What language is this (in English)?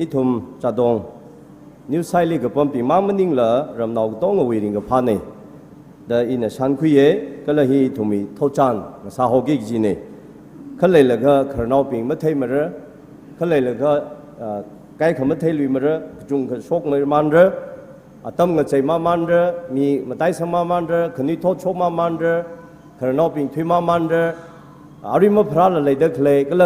Tangkhul Naga (India)